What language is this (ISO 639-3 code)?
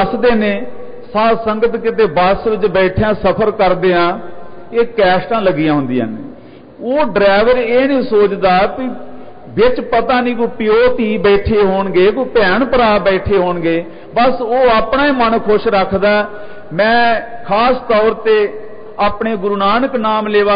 pan